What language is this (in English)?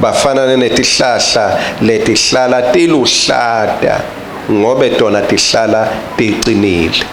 Swati